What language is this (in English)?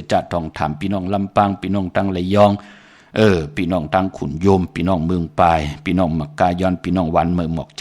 Shan